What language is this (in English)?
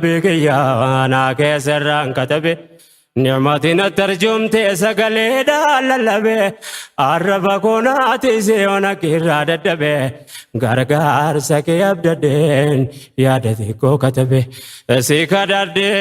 Oromo